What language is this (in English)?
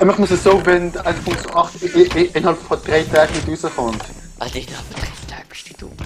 Swiss German